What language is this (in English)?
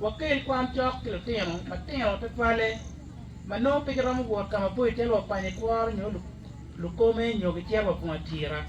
Acoli